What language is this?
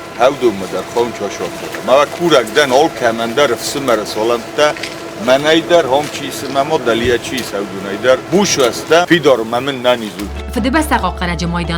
Ossetic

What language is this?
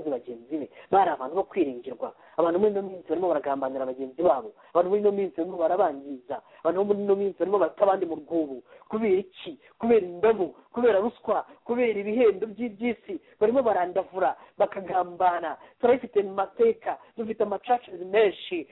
Kinyarwanda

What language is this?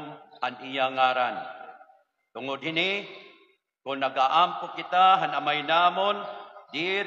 Waray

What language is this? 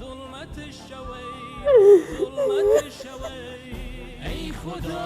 Mesopotamian Arabic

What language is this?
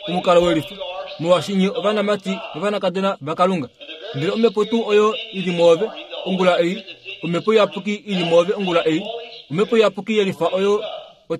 Kuanyama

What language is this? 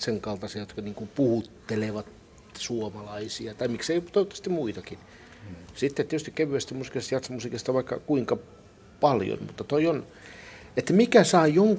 Finnish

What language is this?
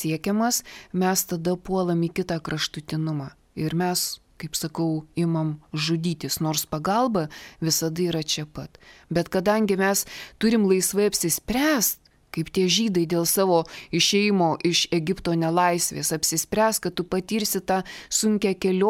Lithuanian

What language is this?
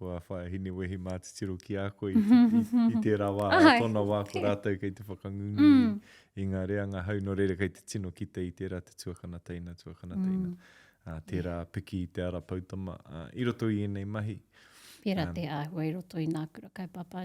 Māori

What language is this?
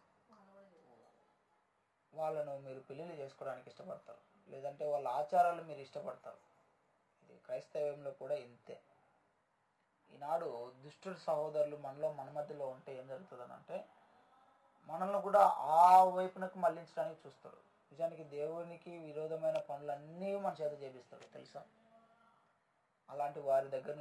Telugu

